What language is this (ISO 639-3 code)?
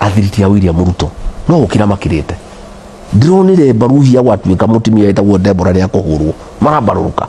kik